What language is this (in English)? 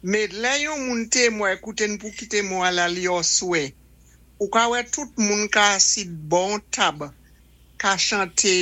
Saint Lucian Creole French